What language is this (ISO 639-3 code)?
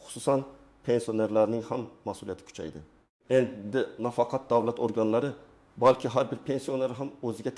uzb